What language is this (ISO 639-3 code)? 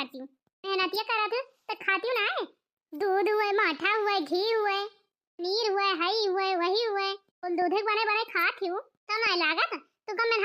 awa